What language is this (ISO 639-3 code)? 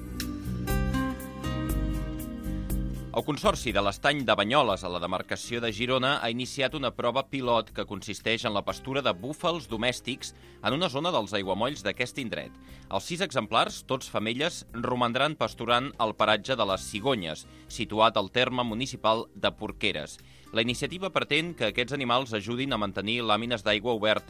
cat